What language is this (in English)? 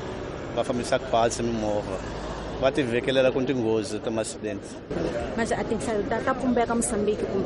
Tsonga